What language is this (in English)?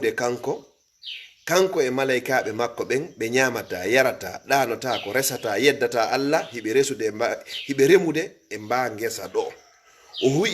Fula